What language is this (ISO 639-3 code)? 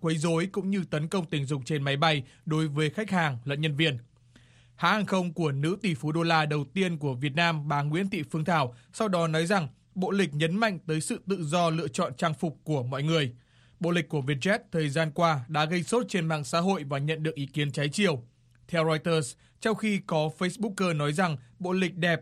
vie